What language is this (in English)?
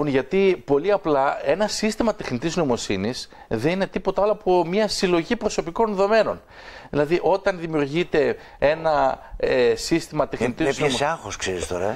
Greek